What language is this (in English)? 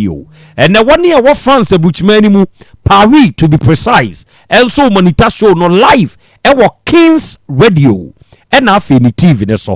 Akan